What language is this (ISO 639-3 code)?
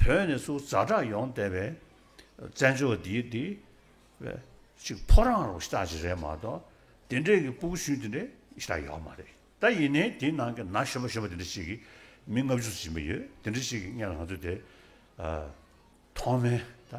bod